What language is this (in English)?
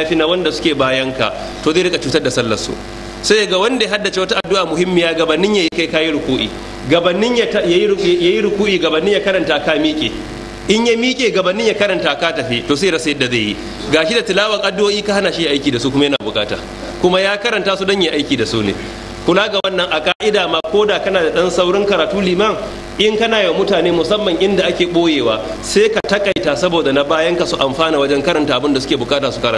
Hausa